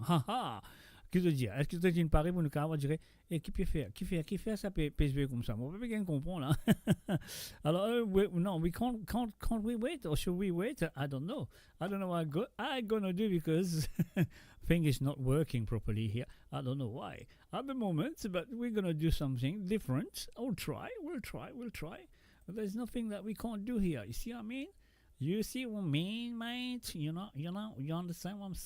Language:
Morisyen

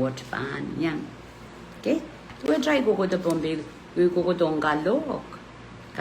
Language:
Pohnpeian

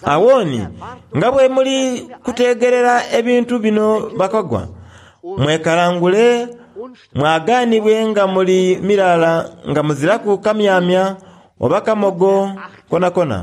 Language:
Soga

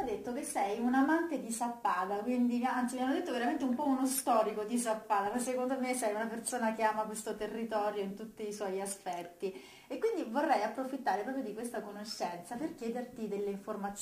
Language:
Italian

